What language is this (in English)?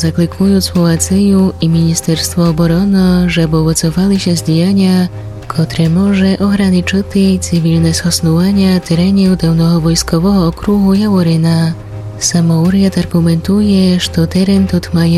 Rusyn